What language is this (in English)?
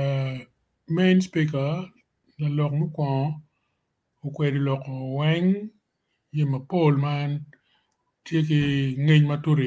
Acoli